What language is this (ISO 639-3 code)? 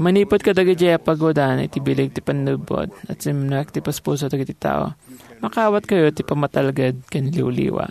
ilo